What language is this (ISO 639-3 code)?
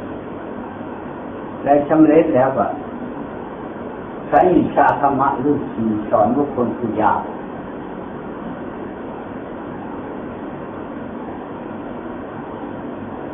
tha